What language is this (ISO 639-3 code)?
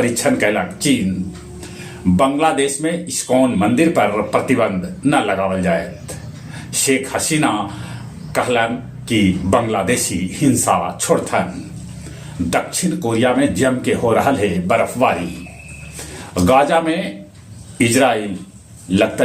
mag